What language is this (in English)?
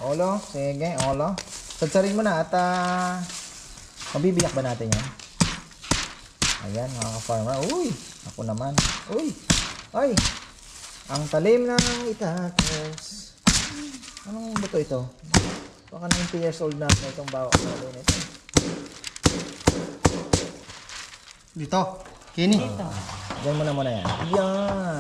Filipino